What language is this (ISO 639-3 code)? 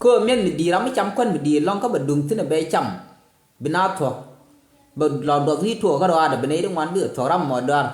nus